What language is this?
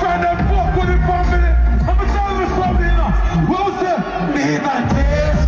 Jamaican Creole English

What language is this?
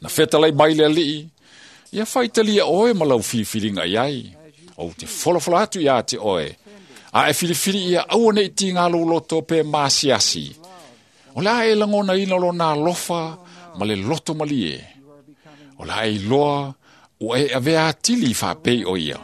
Samoan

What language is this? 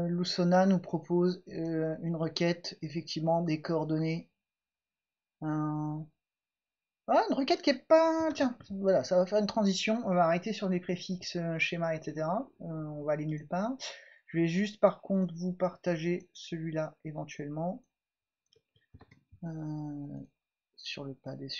French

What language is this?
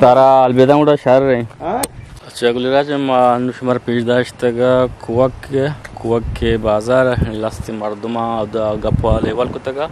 Eastern Balochi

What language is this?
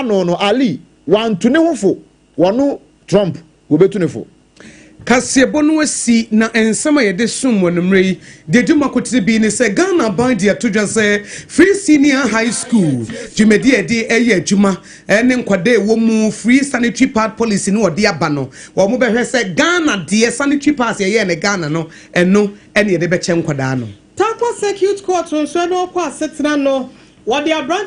Akan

